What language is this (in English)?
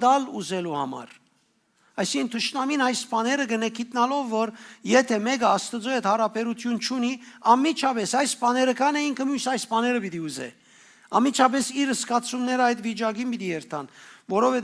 Western Armenian